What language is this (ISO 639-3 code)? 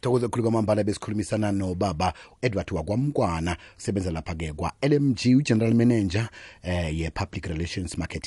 nbl